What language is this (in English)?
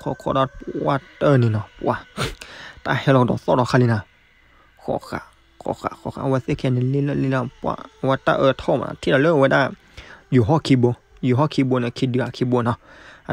S'gaw Karen